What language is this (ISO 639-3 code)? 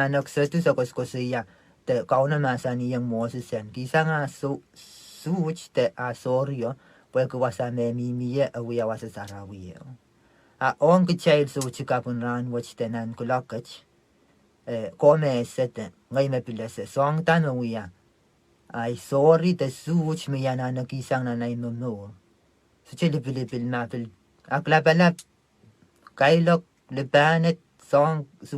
pon